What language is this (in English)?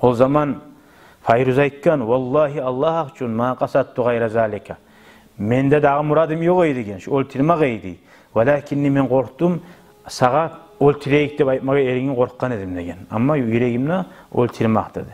Kumyk